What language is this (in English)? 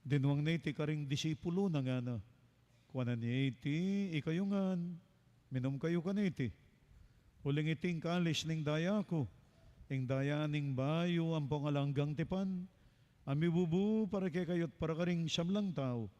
Pampanga